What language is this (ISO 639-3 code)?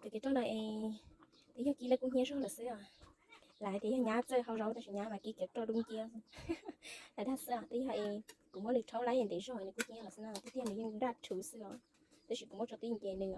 hmn